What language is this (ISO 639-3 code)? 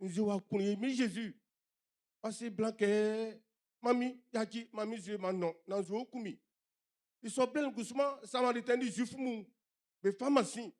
bci